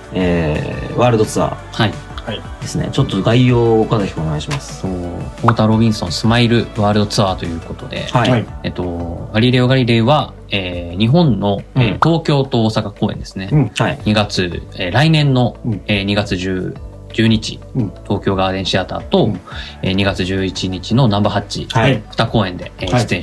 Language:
Japanese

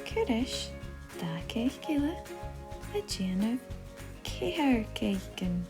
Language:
Scottish Gaelic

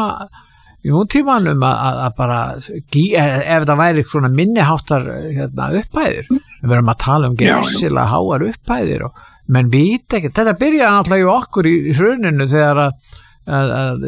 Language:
Icelandic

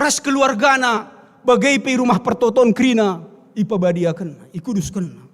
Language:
Batak Karo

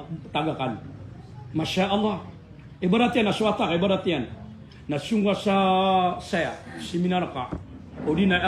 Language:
Maranao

